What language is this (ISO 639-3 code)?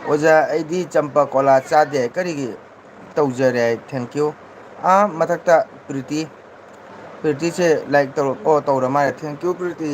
mni